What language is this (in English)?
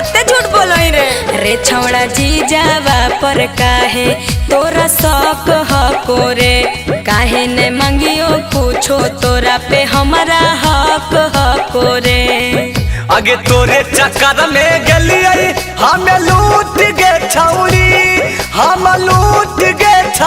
Magahi